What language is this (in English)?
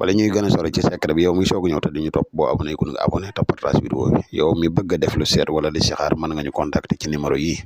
Wolof